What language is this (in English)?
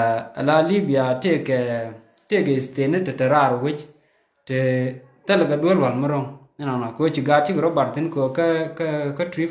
Nuer